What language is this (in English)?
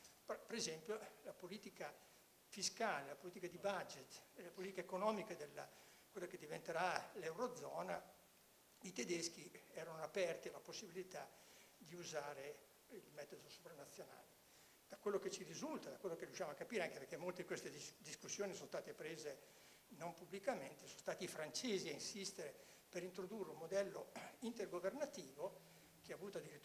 Italian